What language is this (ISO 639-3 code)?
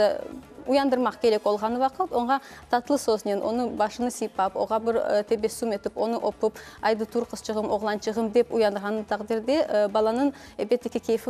crh